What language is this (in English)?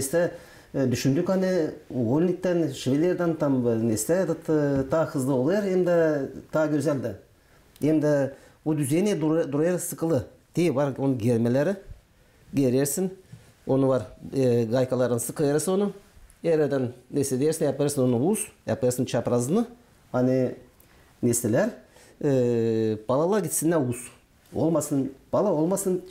Gagauz